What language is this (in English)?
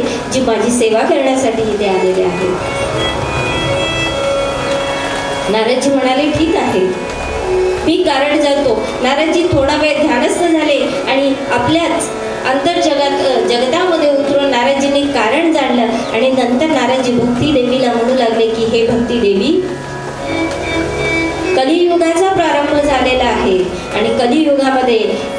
Marathi